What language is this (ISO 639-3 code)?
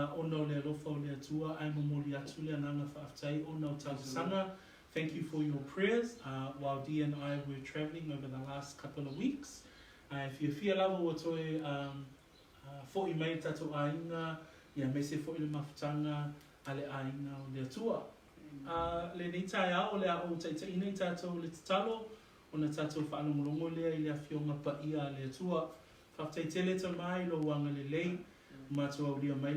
smo